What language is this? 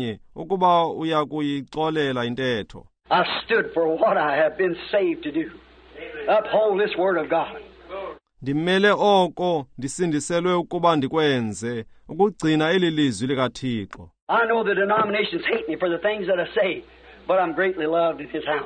Xhosa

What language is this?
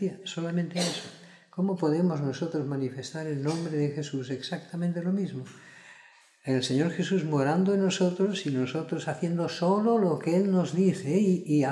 Spanish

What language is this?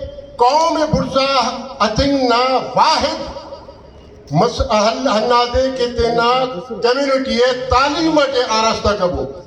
Brahui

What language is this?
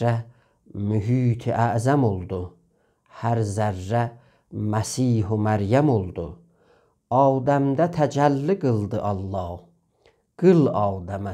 South Azerbaijani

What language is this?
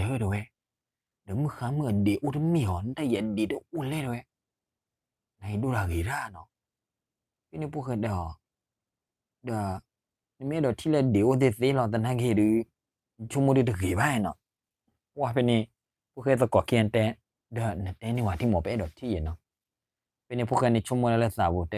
S'gaw Karen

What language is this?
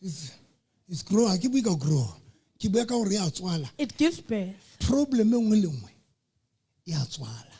Southern Sotho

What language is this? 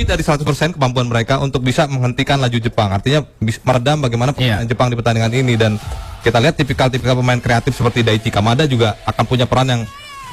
Indonesian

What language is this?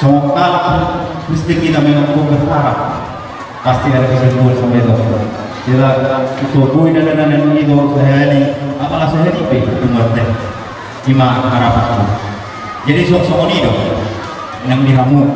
Batak Toba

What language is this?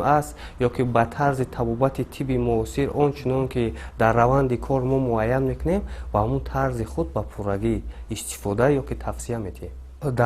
Tajik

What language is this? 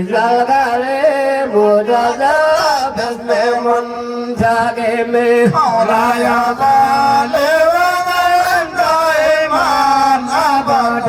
Fula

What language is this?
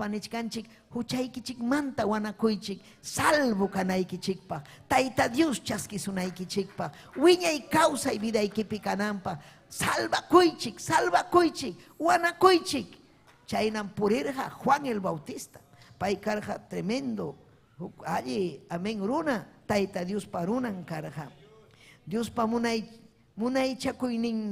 Ayacucho Quechua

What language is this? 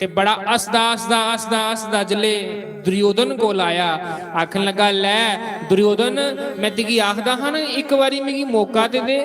Dogri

